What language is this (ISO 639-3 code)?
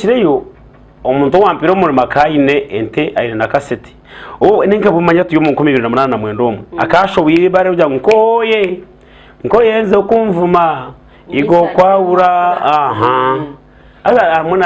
nyn